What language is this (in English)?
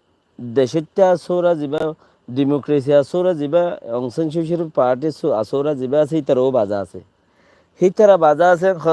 Rohingya